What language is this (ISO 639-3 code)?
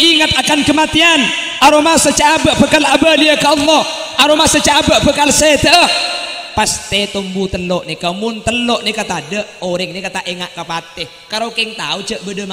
mad